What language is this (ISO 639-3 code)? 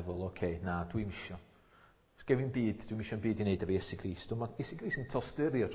cym